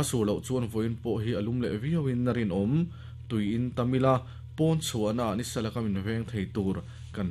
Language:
Mizo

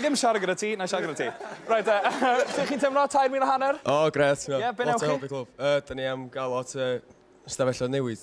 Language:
Welsh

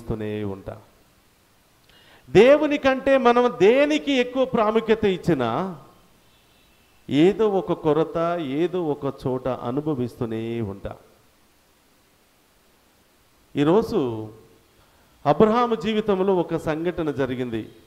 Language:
Telugu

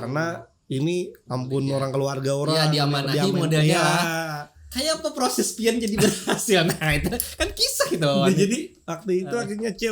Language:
Banjar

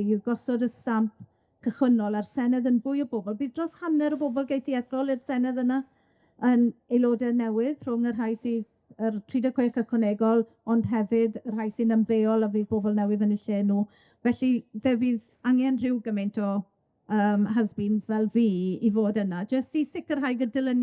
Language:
Welsh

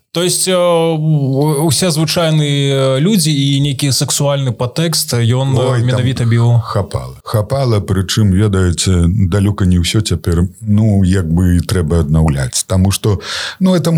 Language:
Belarusian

